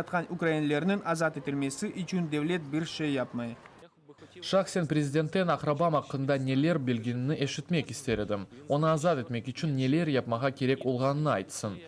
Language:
Crimean Tatar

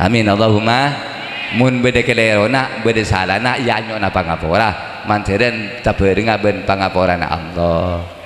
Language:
Madurese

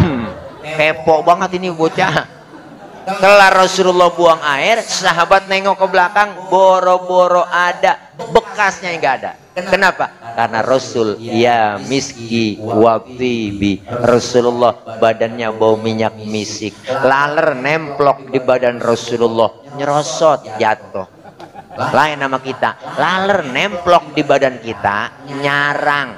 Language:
Betawi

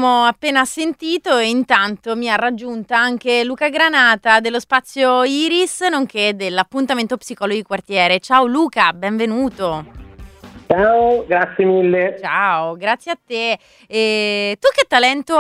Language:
Italian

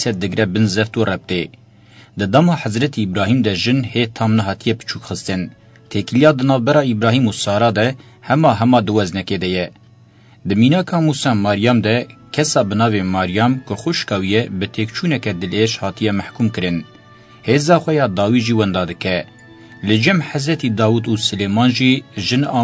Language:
Kurdish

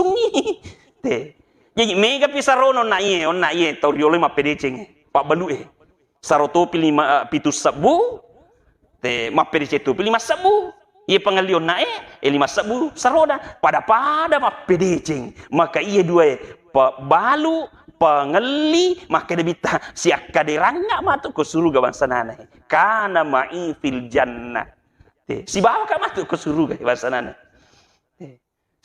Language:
Buginese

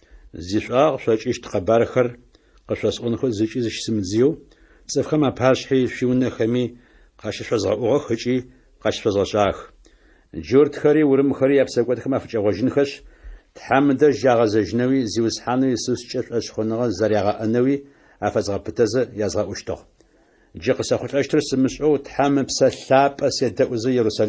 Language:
Adyghe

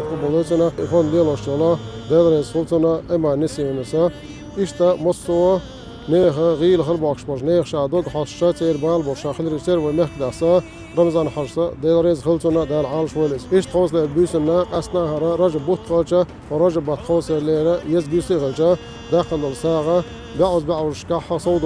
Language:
Chechen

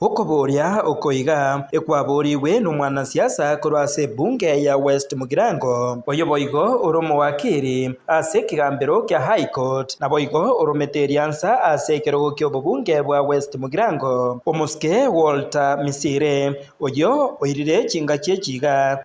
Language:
Gusii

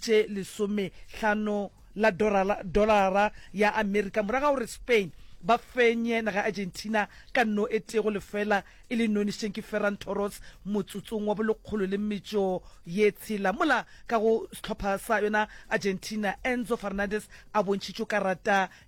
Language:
Northern Sotho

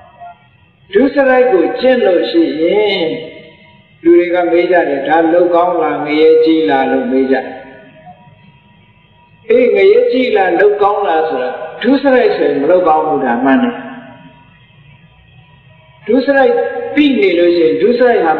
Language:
Burmese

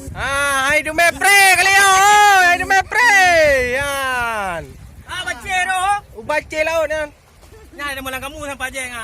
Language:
Achinese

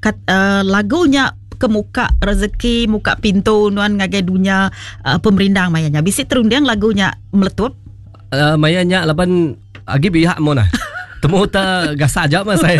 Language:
Iban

